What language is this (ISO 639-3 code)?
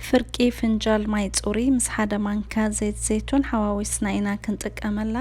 tir